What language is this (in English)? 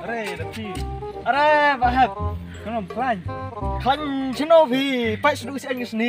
Khasi